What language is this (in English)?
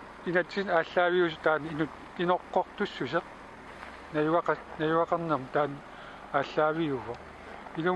Kalaallisut